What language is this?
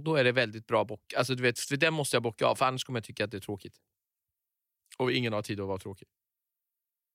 Swedish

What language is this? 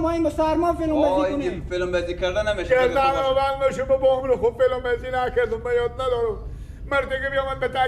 Persian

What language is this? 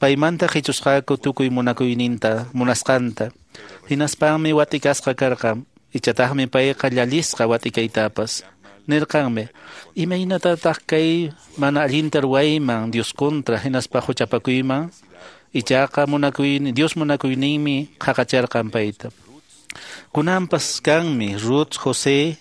Quechua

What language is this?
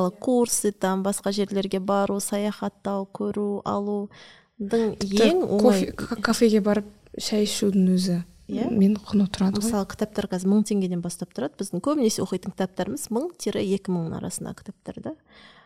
Kazakh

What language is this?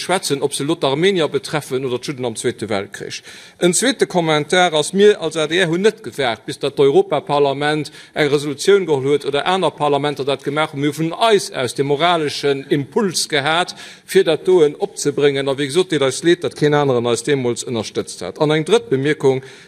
Luxembourgish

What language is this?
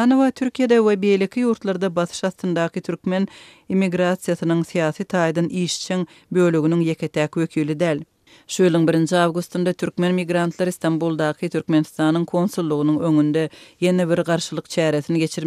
Turkmen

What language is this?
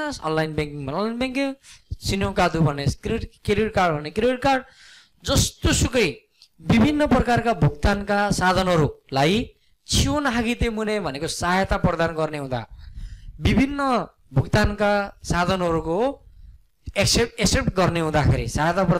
Nepali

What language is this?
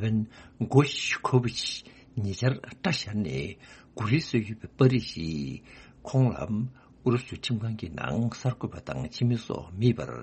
Tibetan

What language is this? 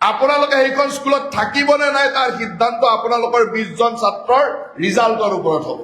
Assamese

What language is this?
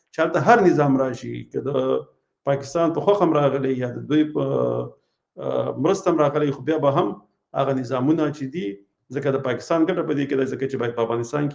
Pashto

